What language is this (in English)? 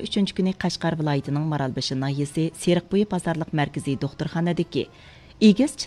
Uyghur